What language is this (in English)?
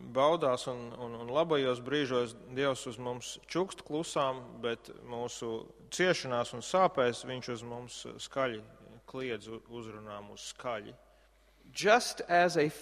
Latvian